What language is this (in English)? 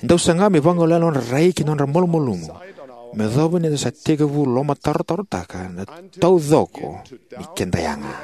Fijian